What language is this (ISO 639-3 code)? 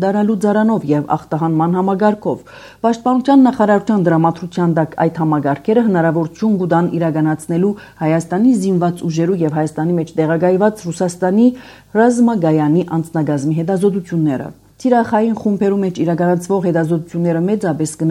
hye